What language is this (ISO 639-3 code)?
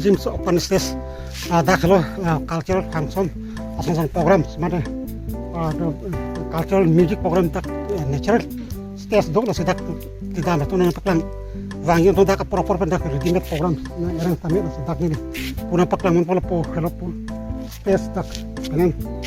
mjw